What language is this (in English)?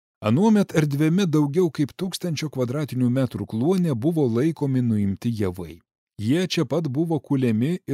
Lithuanian